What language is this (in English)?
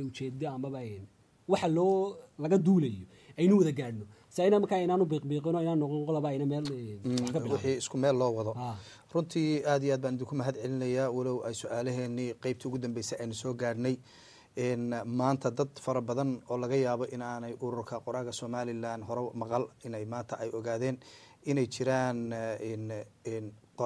Somali